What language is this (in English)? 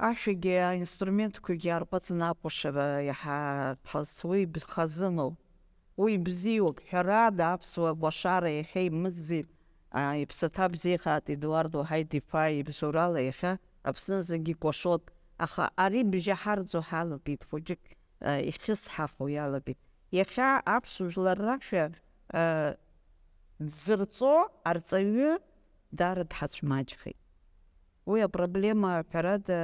Abkhazian